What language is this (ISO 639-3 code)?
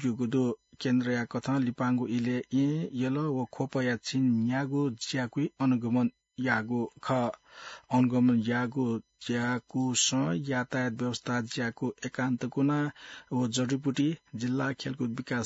new